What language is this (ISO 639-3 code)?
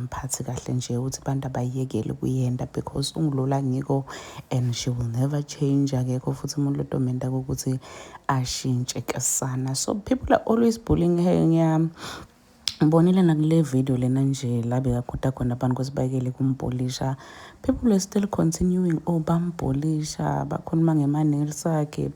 zul